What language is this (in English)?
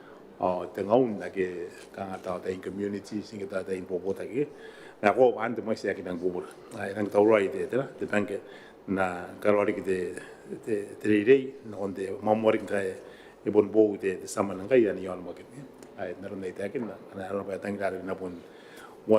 Gilbertese